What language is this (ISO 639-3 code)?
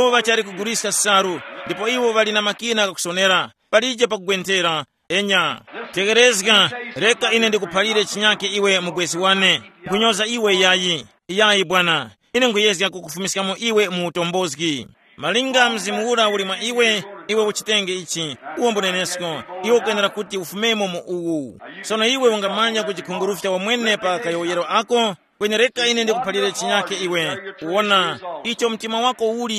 tum